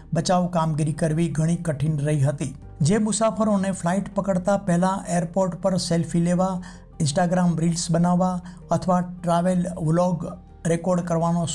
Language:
Gujarati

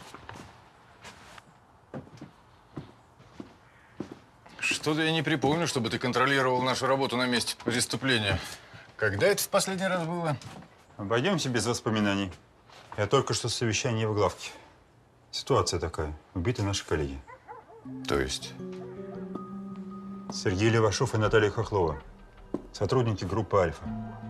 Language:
Russian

